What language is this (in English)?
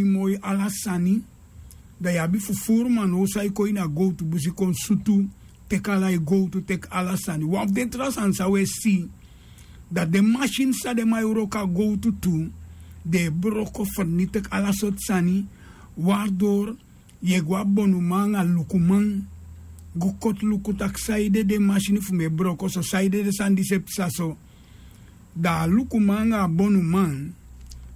Sranan Tongo